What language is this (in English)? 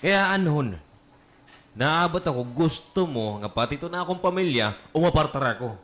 Waray